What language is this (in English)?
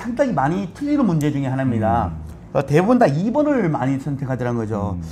Korean